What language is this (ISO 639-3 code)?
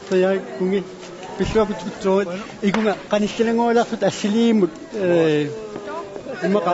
kal